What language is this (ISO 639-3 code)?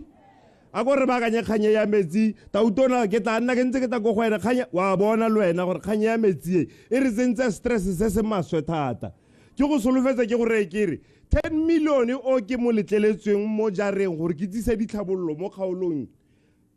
tsn